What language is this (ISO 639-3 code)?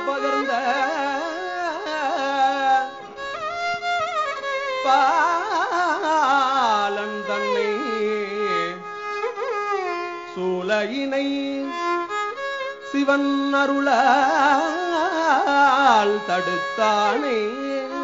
tam